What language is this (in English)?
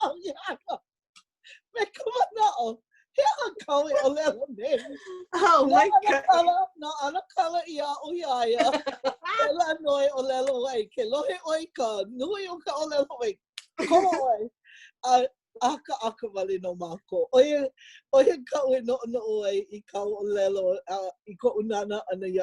Hawaiian